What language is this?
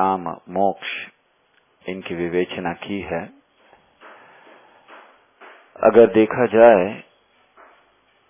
Hindi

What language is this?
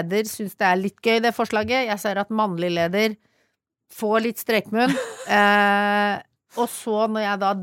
Norwegian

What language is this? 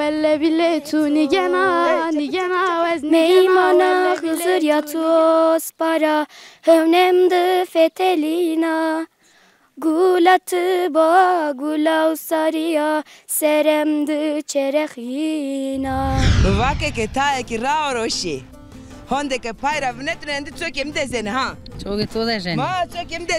Zaza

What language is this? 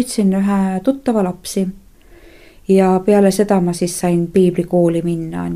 Estonian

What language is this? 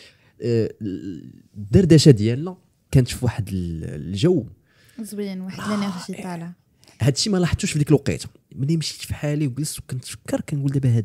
Moroccan Arabic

